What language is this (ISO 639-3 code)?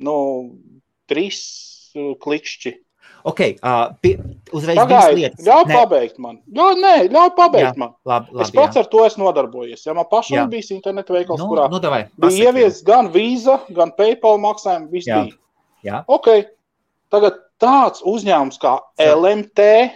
lav